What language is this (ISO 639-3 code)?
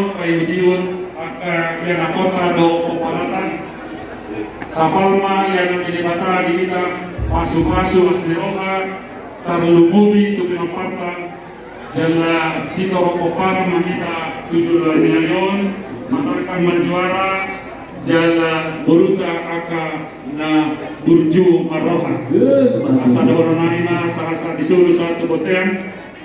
bbc